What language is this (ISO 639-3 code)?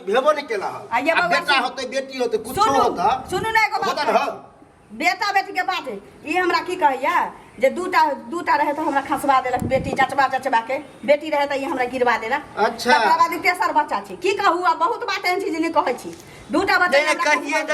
mai